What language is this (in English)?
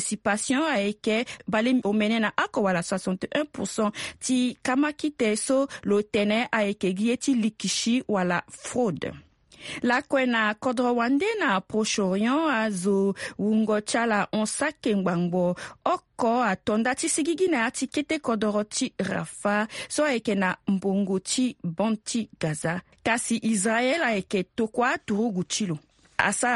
Sango